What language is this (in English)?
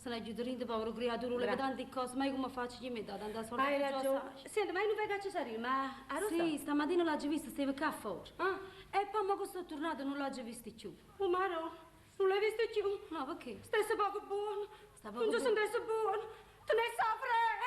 Neapolitan